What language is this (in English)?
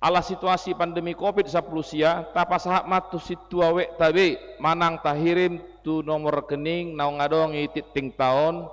Batak Toba